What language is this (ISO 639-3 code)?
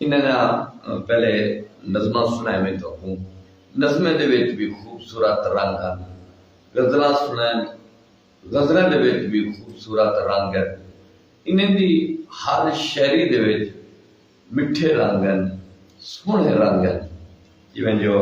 skr